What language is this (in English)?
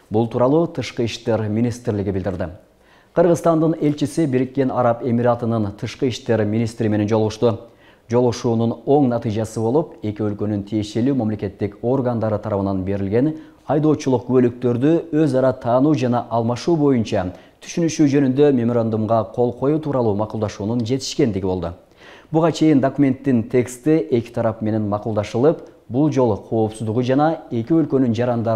Kyrgyz